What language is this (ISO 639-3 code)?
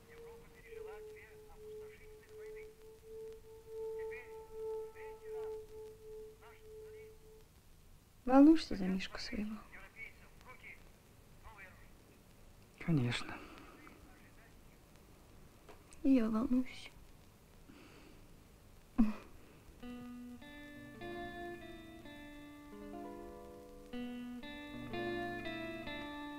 rus